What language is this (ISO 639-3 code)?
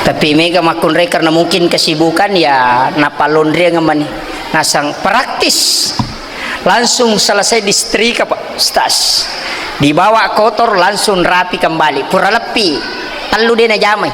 bug